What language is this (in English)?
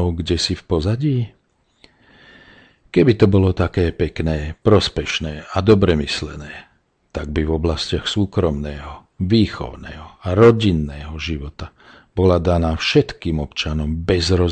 Slovak